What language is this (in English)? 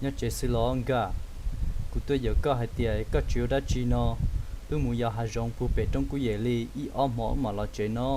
Hmong